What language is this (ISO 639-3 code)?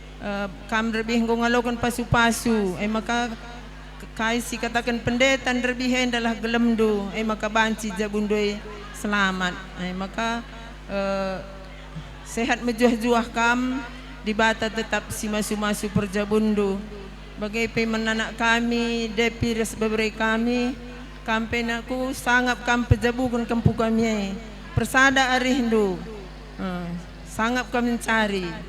btx